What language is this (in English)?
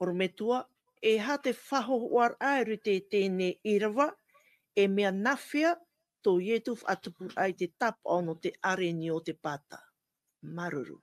Tahitian